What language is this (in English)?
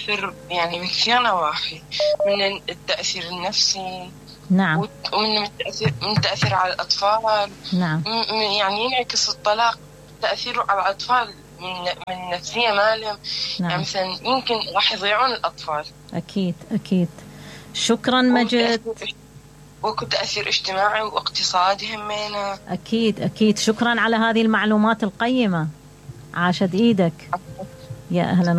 Mesopotamian Arabic